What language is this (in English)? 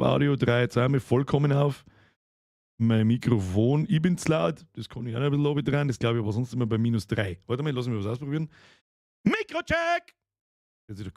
Bavarian